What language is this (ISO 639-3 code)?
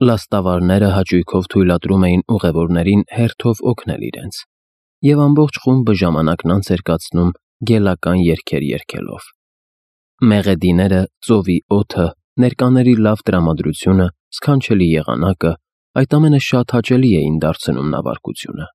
hye